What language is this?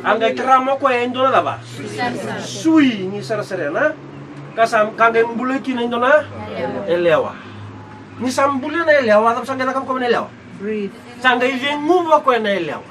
Fijian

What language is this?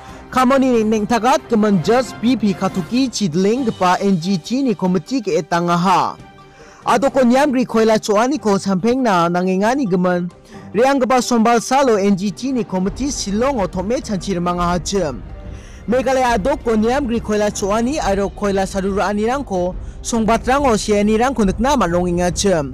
Garo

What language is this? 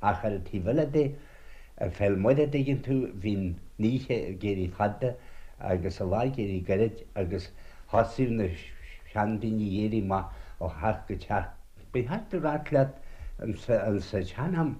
Irish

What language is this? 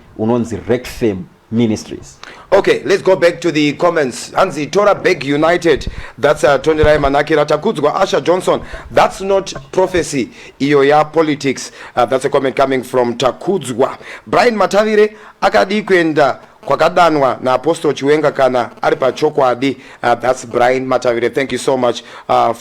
Shona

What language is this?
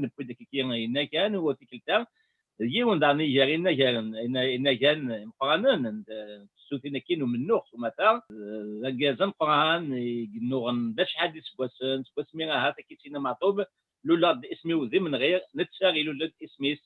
Kabyle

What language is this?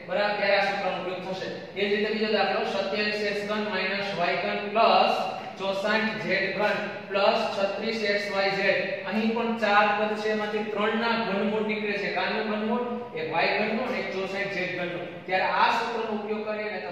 Gujarati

